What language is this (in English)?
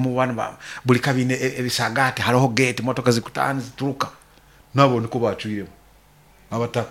Nyoro